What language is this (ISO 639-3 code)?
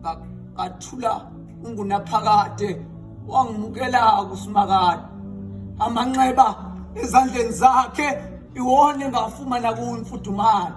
zul